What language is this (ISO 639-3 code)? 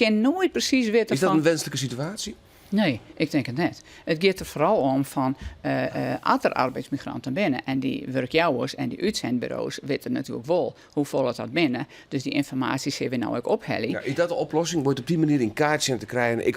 fry